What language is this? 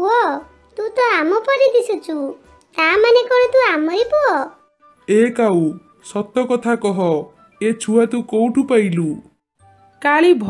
Odia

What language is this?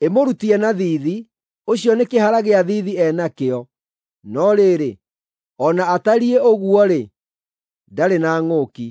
Kikuyu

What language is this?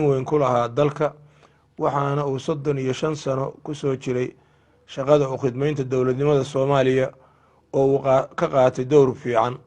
Somali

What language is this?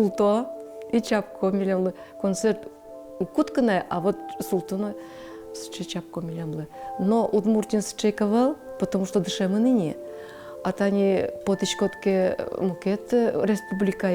Udmurt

